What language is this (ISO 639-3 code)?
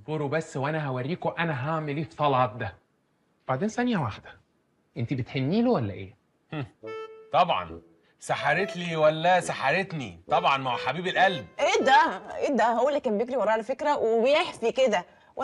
arz